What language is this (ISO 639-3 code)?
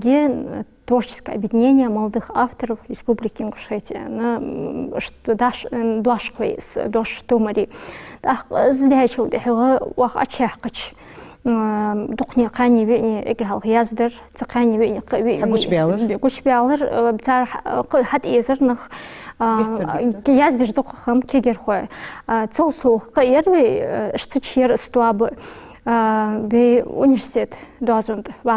inh